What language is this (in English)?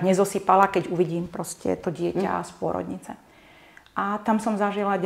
Slovak